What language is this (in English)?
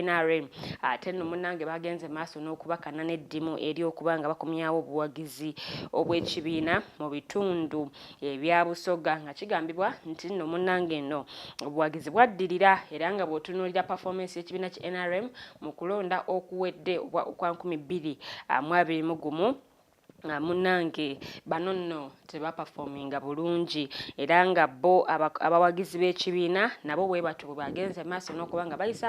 Ganda